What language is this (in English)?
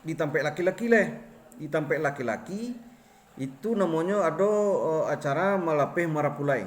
Minangkabau